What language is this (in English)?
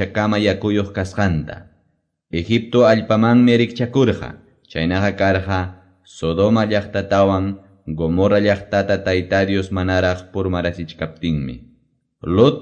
Quechua